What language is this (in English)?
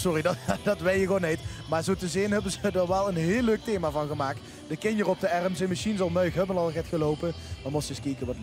Limburgish